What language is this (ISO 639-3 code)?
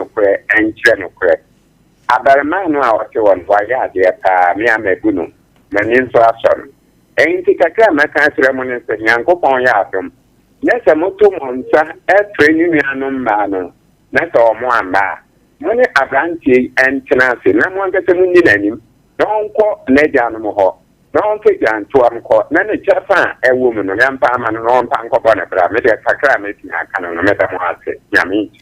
aka